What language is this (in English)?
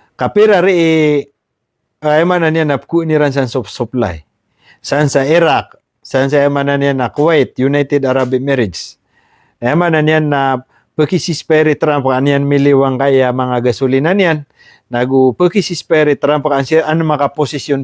Maranao